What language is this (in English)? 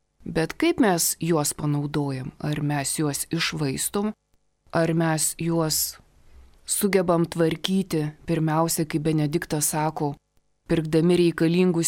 Lithuanian